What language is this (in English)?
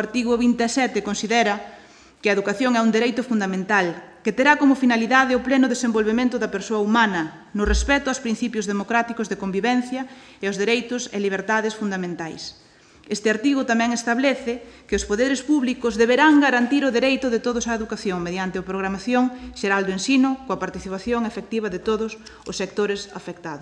Galician